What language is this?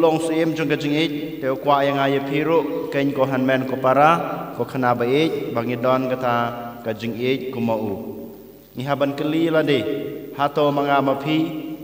Khasi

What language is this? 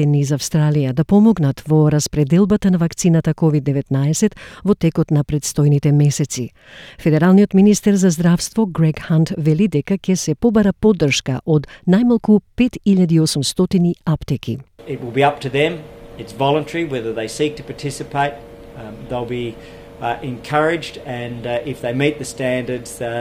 Macedonian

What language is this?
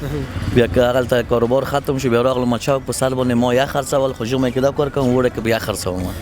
Pashto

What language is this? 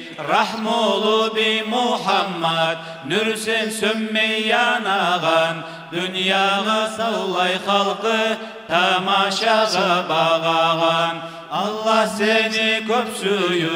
Kumyk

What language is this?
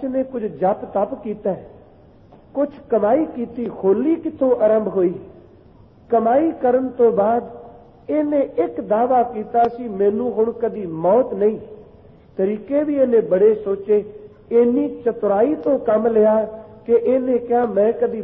Punjabi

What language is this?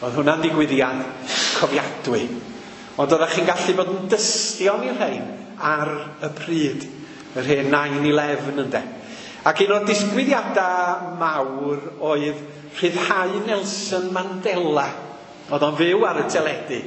Welsh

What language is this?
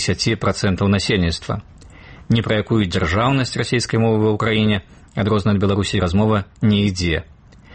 Belarusian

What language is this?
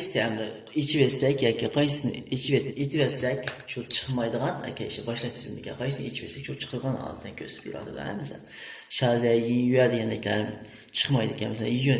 Uyghur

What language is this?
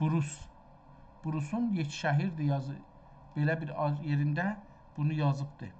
South Azerbaijani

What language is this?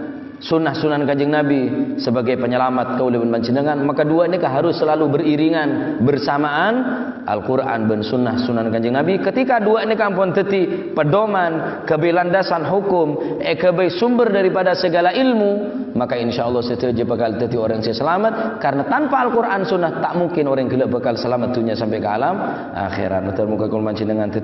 Madurese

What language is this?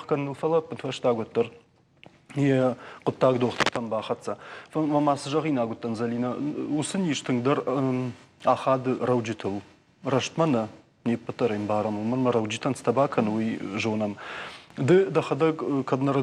Ossetic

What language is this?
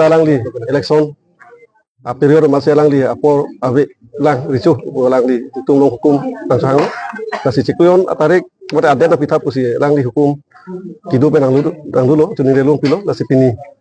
Karbi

